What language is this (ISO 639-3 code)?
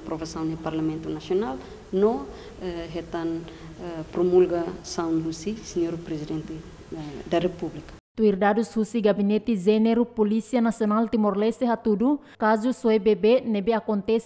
tet